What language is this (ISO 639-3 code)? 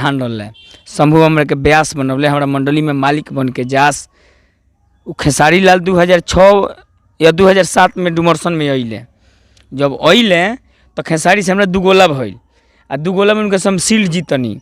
bho